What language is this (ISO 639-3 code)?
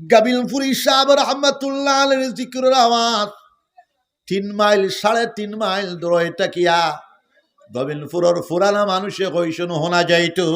syl